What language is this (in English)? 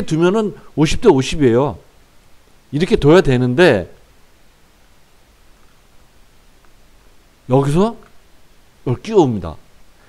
Korean